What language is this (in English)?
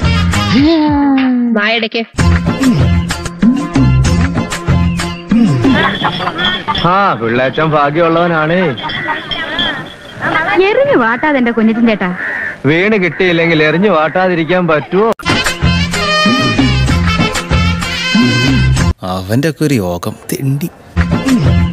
Malayalam